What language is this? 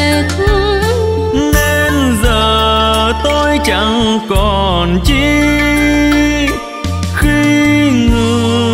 Vietnamese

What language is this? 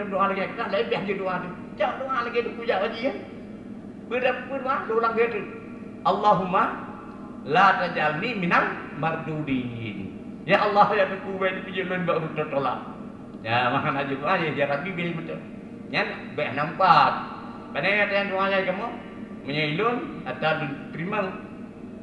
Achinese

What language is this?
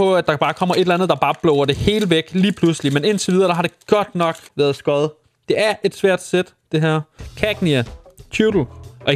Danish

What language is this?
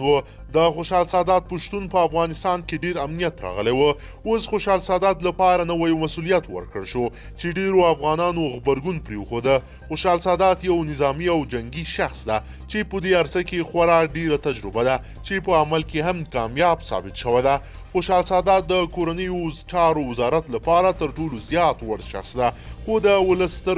Pashto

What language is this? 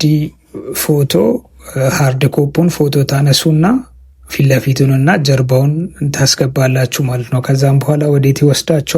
Amharic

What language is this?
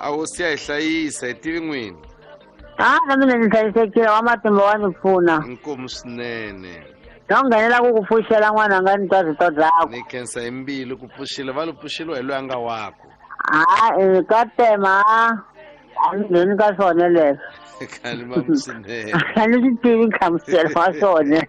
Tsonga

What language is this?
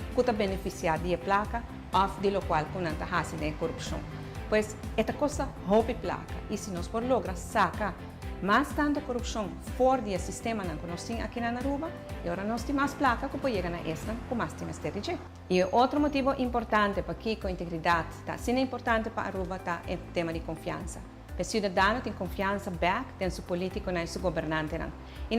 Papiamento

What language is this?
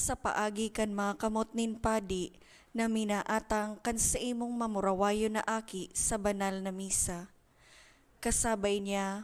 Bikol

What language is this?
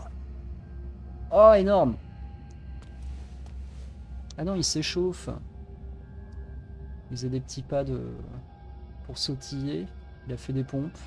French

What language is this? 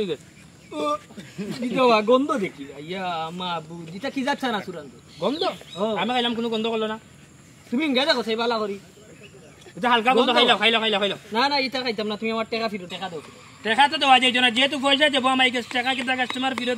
Sylheti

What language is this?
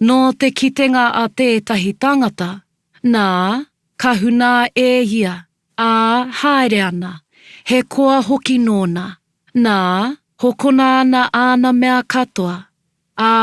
Māori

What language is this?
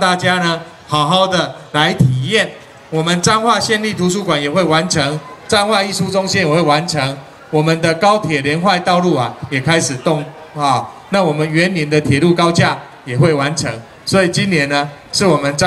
Chinese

